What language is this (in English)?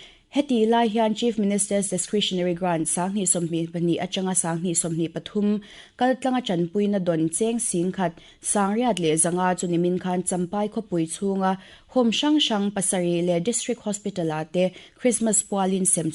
Mizo